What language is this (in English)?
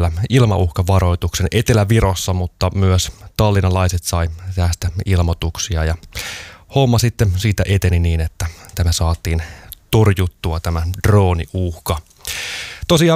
Finnish